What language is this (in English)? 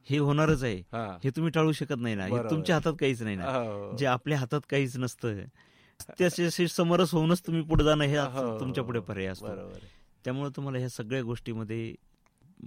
Marathi